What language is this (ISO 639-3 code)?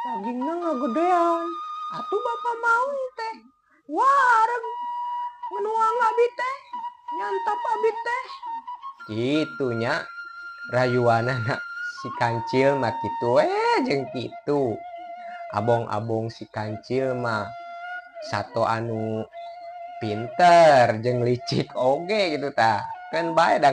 sun